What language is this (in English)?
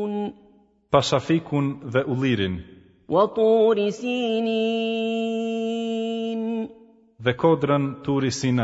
Albanian